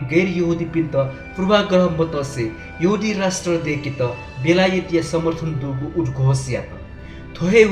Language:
Newari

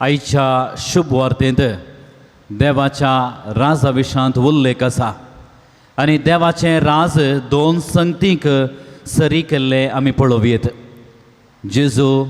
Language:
Konkani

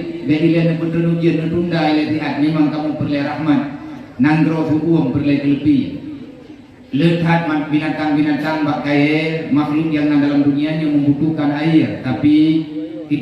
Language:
Achinese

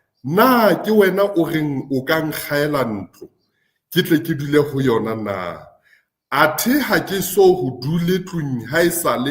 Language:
Southern Sotho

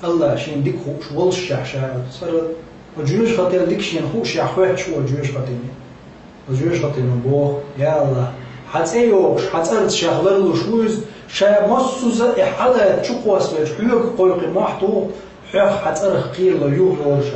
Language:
Chechen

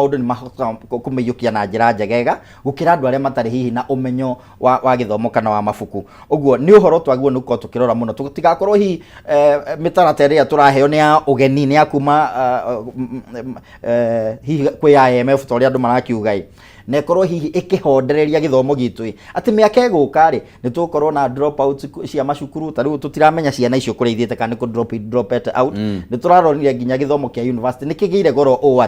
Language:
Kikuyu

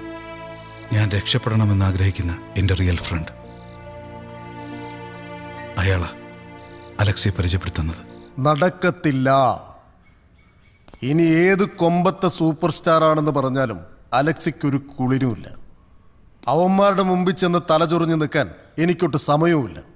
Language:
Malayalam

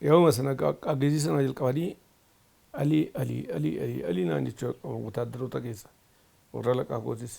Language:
Oromo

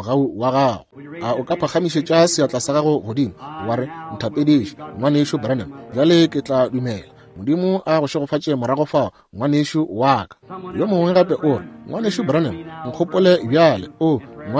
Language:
Northern Sotho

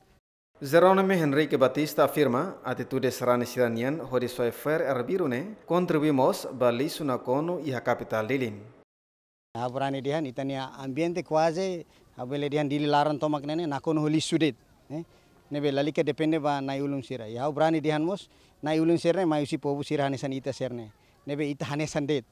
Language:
Tetum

